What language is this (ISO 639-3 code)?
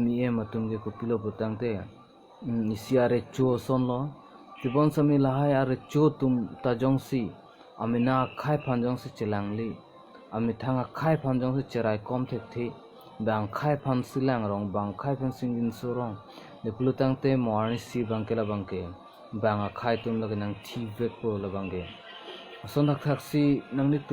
mjw